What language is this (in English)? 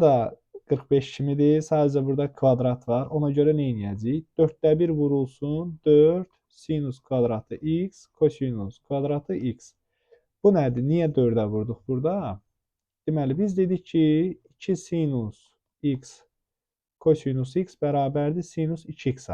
Azerbaijani